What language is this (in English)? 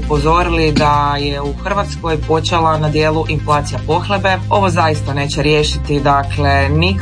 Croatian